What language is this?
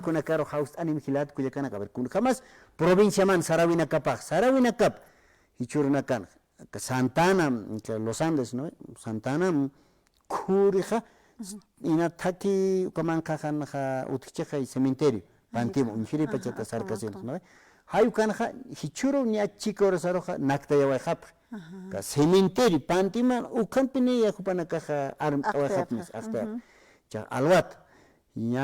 Aymara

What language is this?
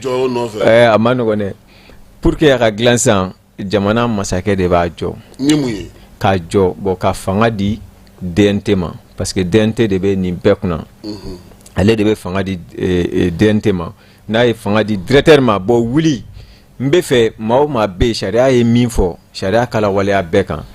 Bambara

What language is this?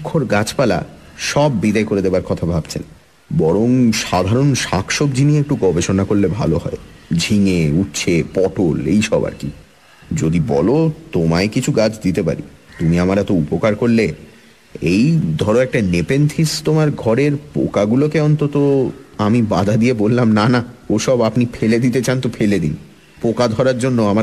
Bangla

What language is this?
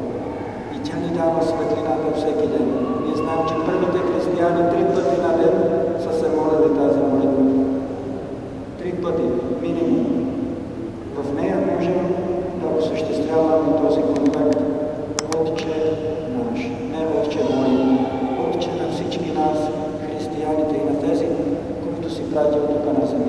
Bulgarian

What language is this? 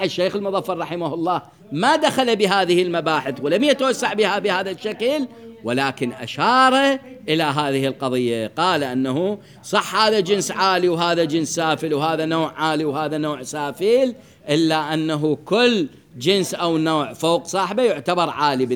Mesopotamian Arabic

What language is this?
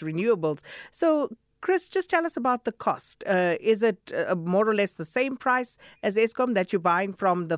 English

